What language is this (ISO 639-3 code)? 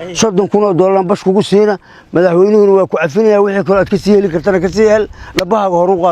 som